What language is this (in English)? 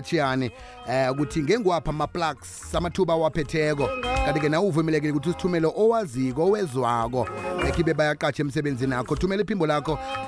South Ndebele